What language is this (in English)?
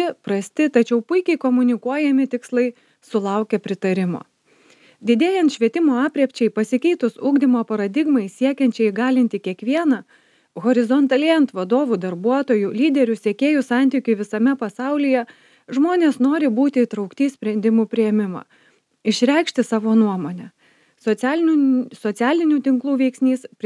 Lithuanian